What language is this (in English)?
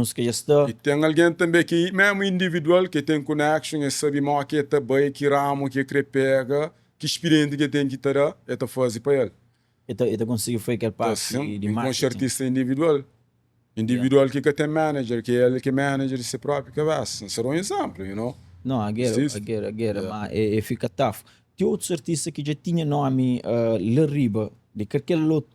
Kabuverdianu